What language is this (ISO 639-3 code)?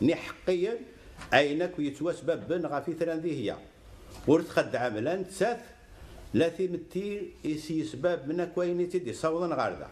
kab